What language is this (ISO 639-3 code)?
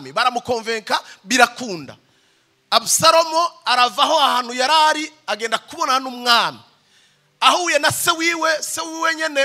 run